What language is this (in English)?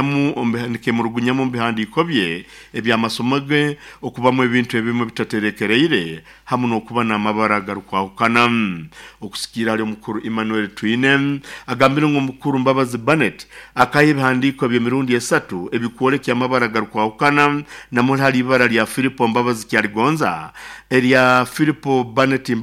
Nyoro